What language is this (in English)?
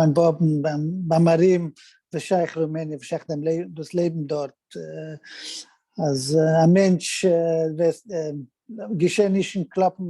Yiddish